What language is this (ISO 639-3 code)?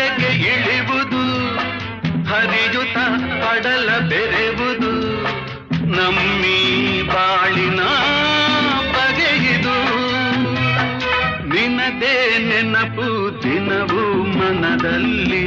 kan